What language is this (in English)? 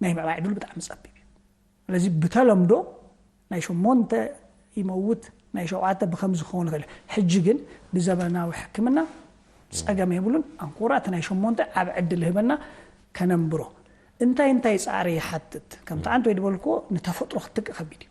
Tigrinya